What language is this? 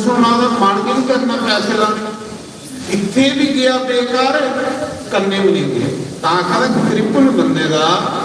Dogri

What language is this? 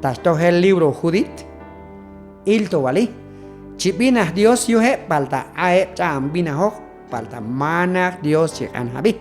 Q'anjob'al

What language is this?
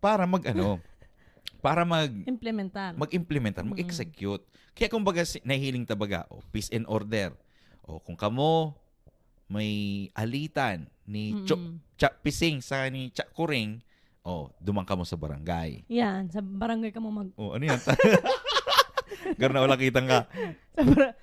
Bikol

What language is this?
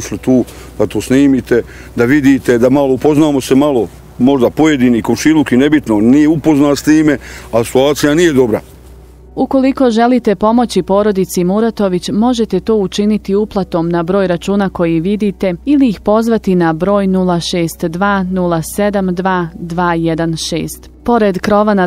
Bosnian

